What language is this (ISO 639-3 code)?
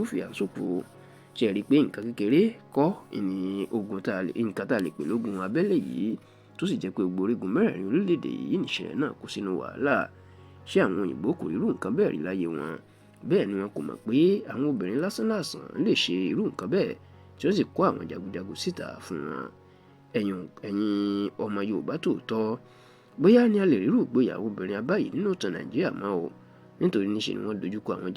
yor